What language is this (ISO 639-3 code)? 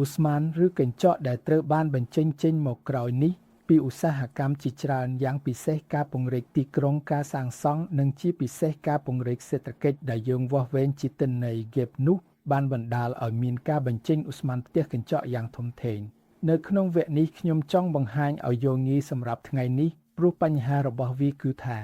khm